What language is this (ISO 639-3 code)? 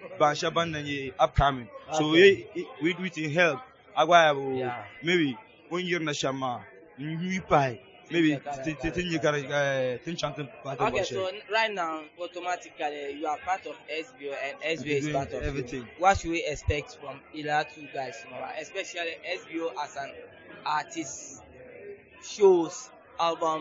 dag